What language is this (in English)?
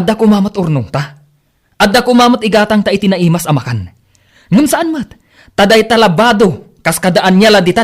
Iloko